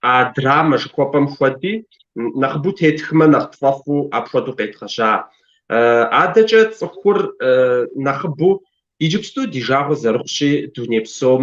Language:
Kabardian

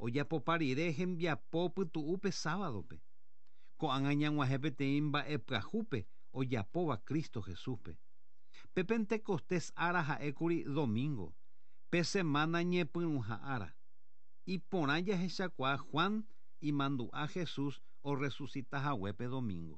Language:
Guarani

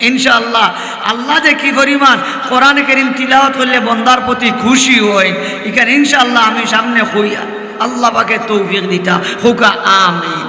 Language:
Sylheti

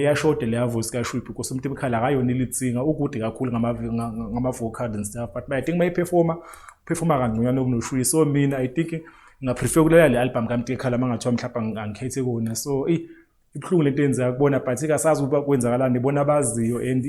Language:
Zulu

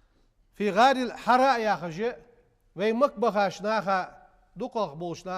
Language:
Ingush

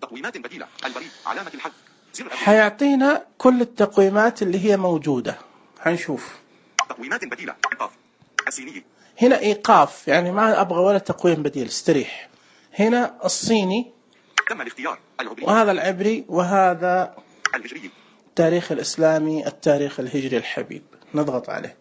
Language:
Najdi Arabic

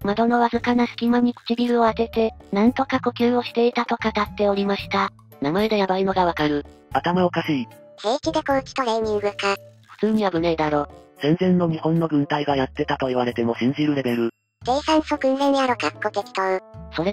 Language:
Japanese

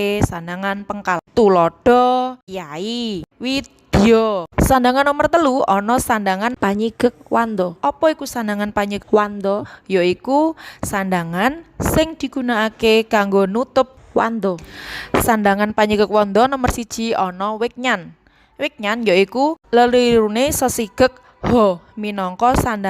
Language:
Javanese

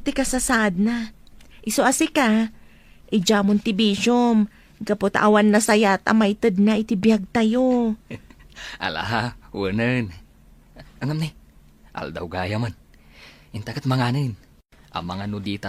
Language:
Iloko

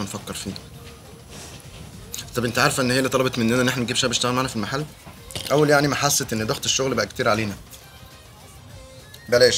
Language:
Egyptian Arabic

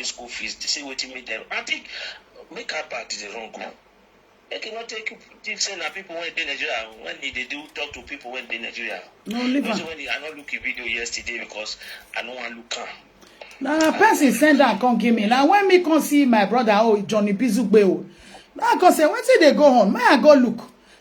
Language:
Nigerian Pidgin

